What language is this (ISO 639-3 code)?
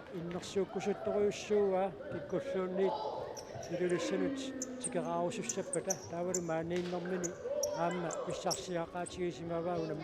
kal